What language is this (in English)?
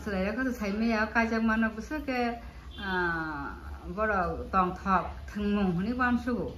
Kok Borok